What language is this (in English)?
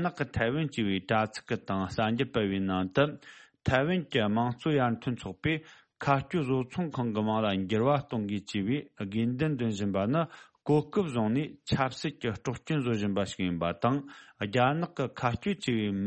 Tibetan